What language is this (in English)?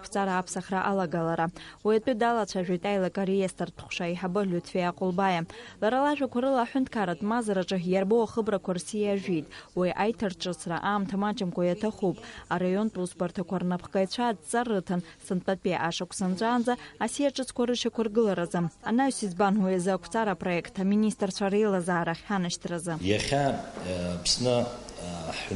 Abkhazian